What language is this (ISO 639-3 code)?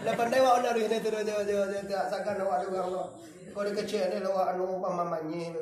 min